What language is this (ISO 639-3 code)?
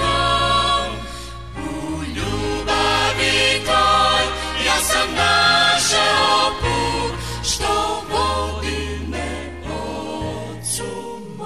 srp